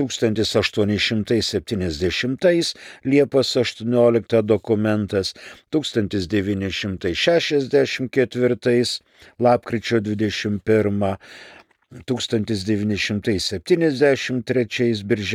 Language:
Lithuanian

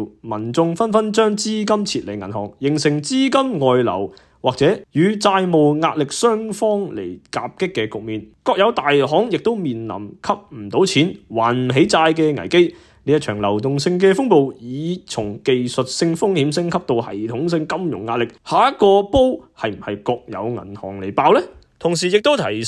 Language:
Cantonese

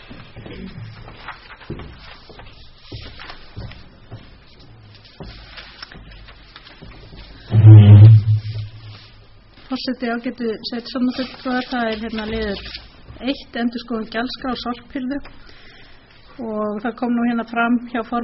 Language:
Icelandic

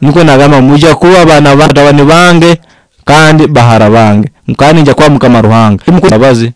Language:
Nyoro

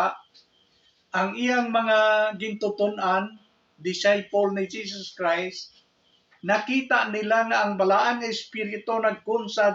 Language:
Hiligaynon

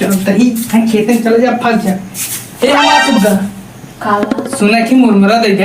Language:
Awadhi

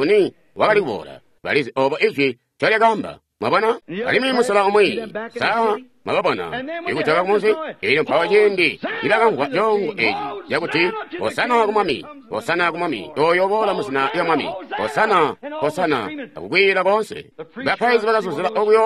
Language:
Tonga (Zambia)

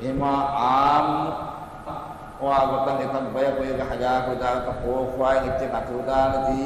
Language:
Divehi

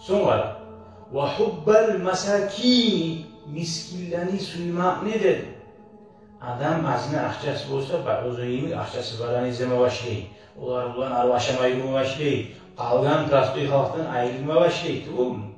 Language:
Kumyk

